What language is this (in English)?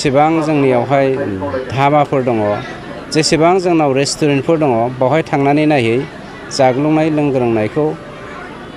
Bodo